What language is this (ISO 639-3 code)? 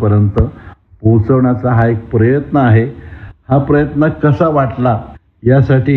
mar